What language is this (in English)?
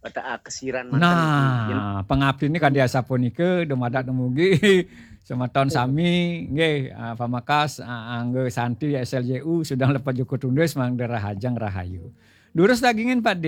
Balinese